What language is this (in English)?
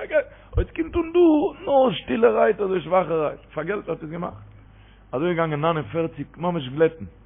Yiddish